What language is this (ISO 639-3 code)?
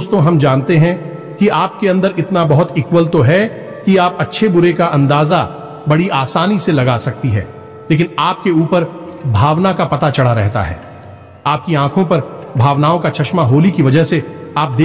hin